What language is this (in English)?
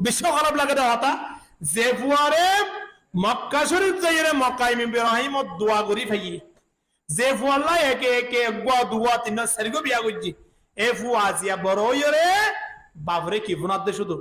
Rohingya